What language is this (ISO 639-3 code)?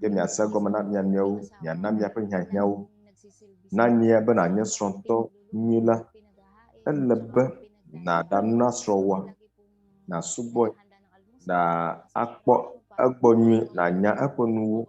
ewe